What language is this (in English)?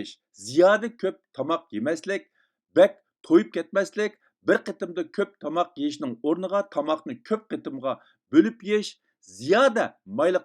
Uyghur